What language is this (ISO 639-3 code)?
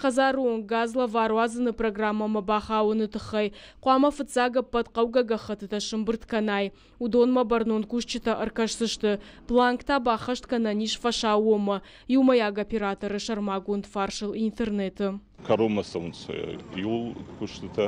oss